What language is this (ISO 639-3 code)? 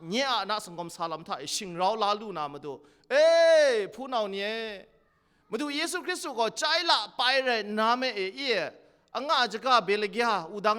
kac